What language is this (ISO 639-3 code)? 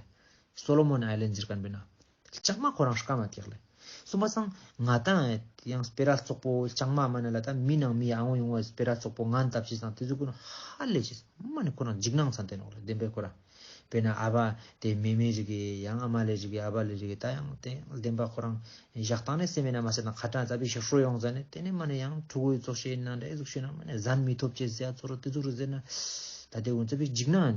lbj